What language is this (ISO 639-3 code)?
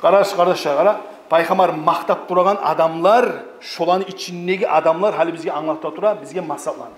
kum